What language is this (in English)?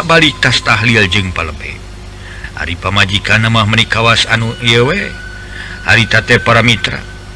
Sundanese